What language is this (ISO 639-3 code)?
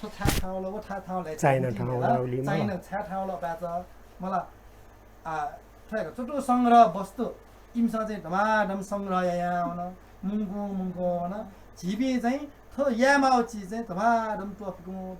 new